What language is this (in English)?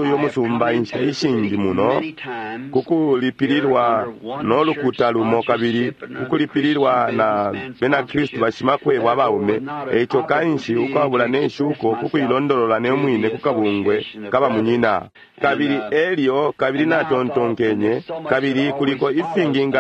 Bemba